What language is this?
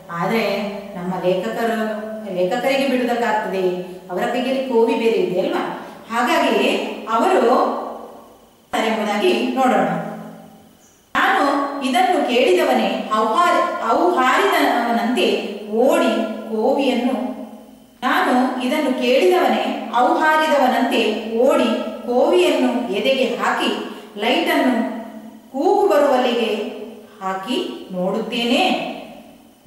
Kannada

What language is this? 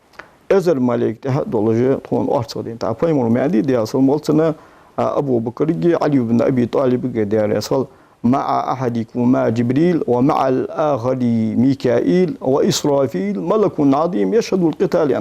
Ingush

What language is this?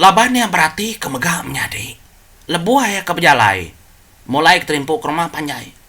Iban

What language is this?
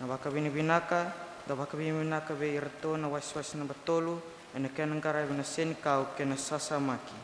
Fijian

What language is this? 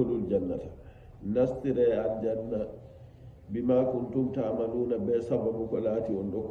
Nigerian Fulfulde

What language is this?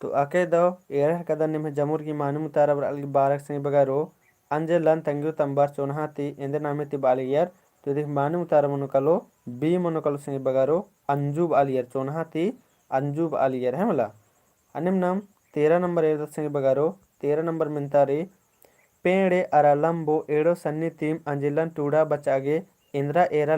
Kurukh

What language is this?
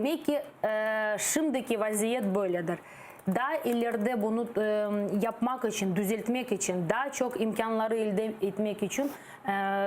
Crimean Tatar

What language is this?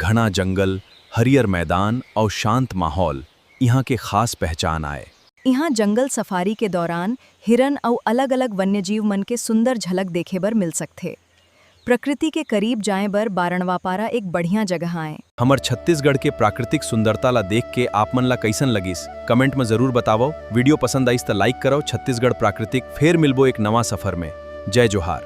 Chhattisgarhi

